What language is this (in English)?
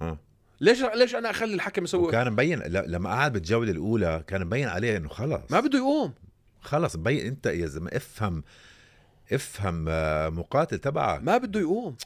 North Levantine Arabic